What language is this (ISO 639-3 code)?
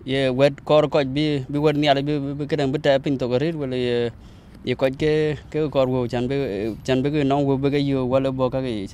din